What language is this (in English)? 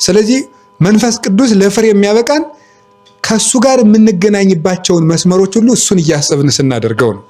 Amharic